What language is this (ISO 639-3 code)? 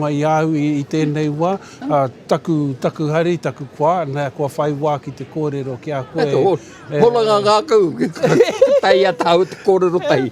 mri